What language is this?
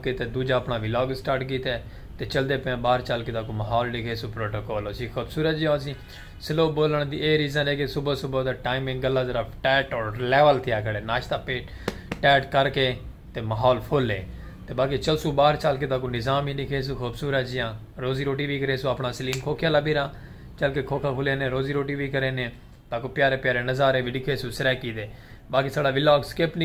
Saraiki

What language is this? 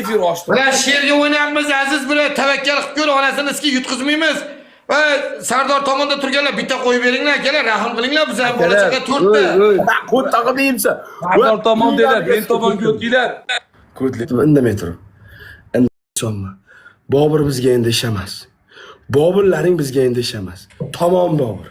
Uzbek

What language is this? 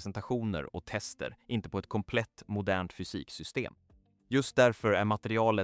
Swedish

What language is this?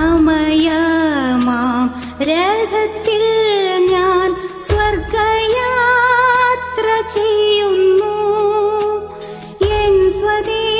Malayalam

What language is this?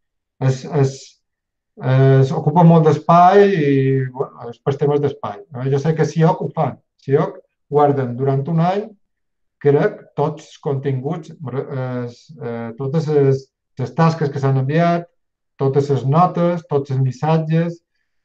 Catalan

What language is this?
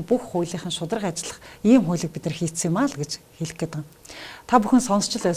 Mongolian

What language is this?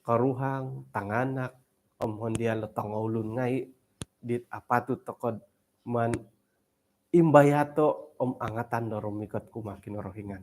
Central Dusun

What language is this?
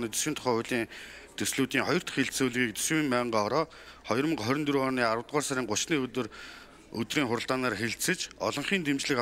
Mongolian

